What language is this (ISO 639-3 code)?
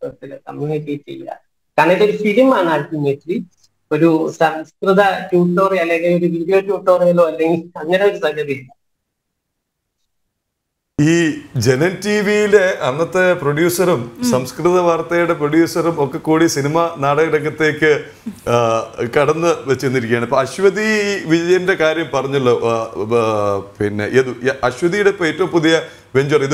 mal